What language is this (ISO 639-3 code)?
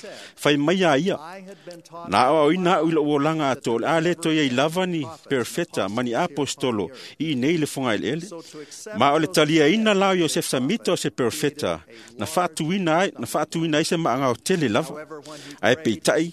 smo